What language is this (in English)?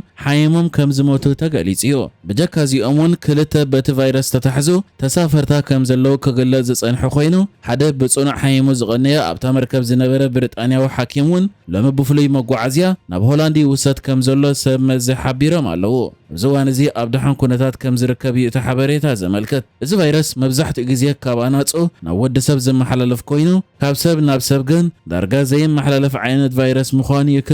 Tigrinya